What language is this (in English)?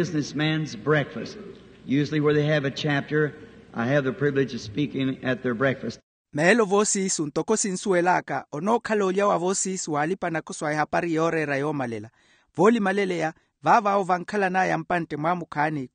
Makhuwa